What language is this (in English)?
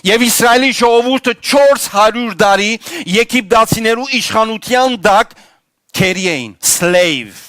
Western Armenian